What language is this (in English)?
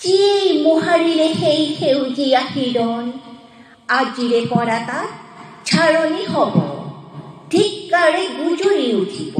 Assamese